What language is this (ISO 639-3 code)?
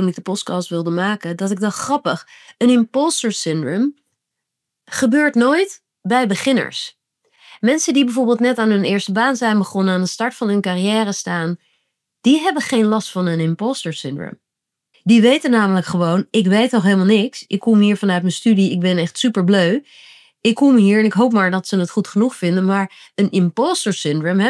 nld